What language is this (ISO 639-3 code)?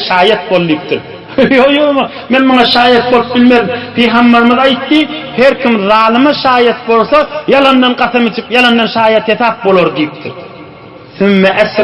tuk